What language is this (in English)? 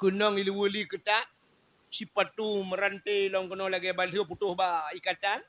Achinese